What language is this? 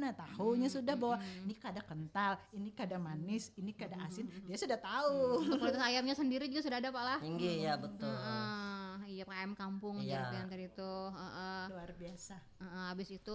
Banjar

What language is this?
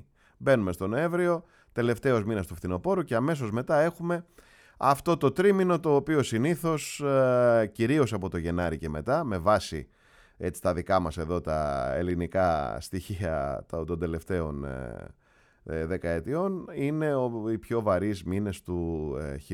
Greek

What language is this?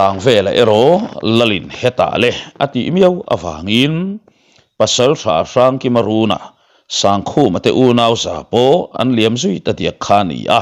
Mizo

